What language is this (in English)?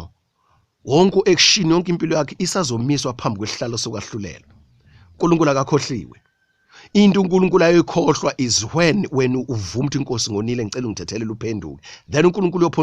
Zulu